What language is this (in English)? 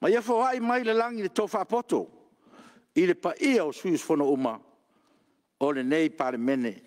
Samoan